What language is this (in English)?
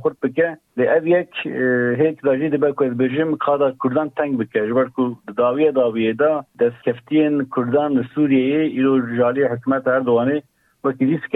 Kurdish